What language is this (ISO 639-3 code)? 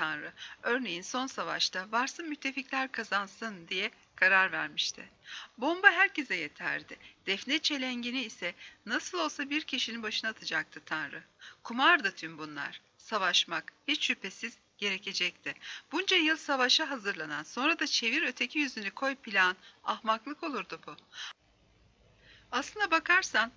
tur